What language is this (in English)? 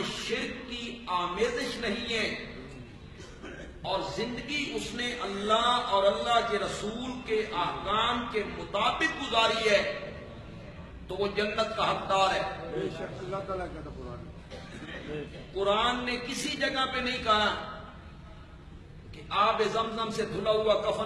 Urdu